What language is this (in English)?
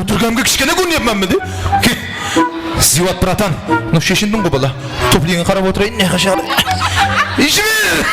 Kara-Kalpak